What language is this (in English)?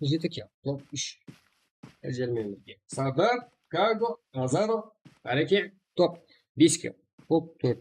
Kara-Kalpak